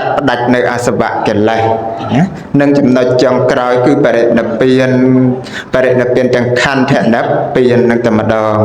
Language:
Khmer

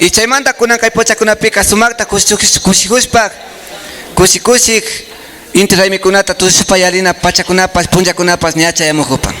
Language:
Imbabura Highland Quichua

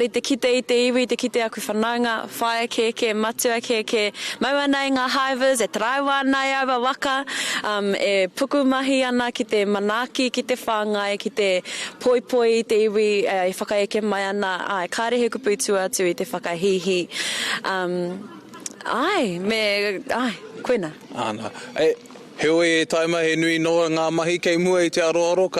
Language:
Māori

